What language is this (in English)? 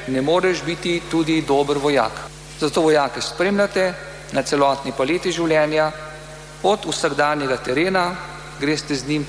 Slovenian